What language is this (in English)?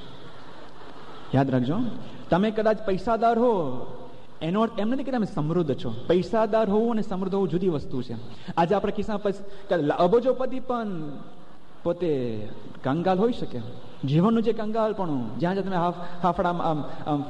Gujarati